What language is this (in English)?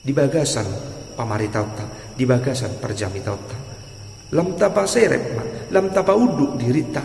Batak Toba